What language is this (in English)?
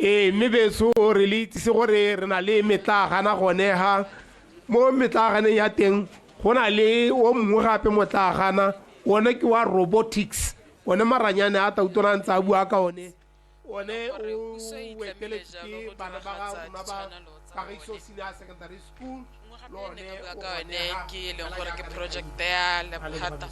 Tswana